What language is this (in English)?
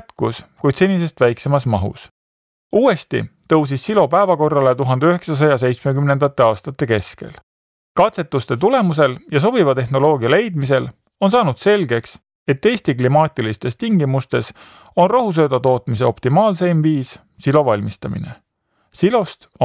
Estonian